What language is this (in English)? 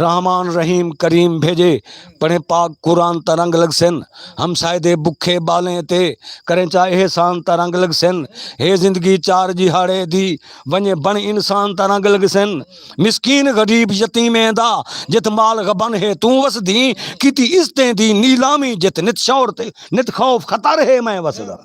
Saraiki